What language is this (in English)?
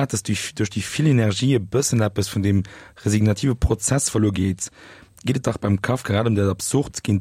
Luxembourgish